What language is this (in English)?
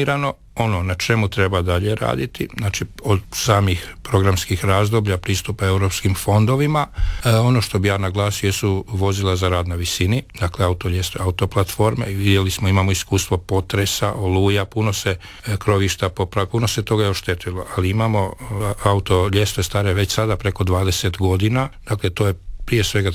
Croatian